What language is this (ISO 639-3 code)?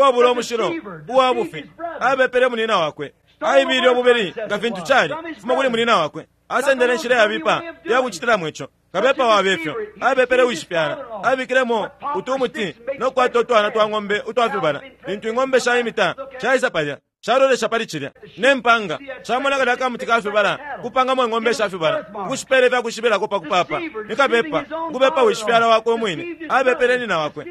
bem